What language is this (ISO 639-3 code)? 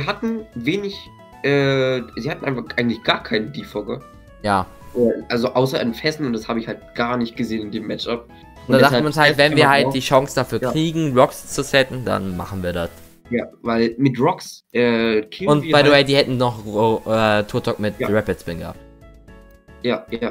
deu